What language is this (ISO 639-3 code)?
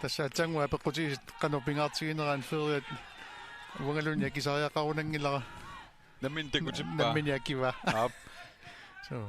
kal